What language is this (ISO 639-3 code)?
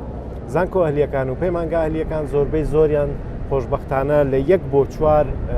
ckb